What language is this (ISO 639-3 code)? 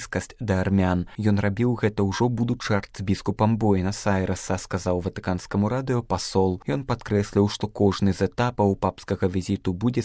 bel